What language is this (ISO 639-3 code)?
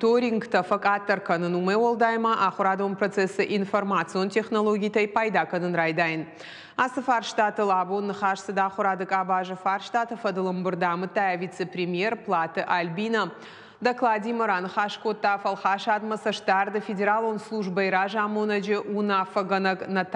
oss